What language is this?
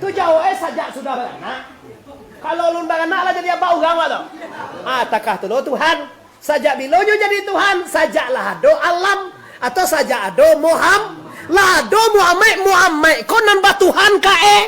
Minangkabau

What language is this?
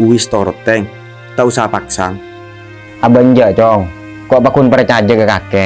Madurese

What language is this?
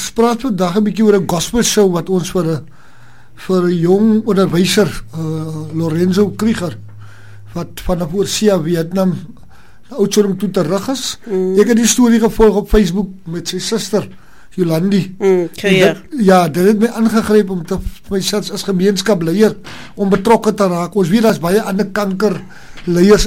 Afrikaans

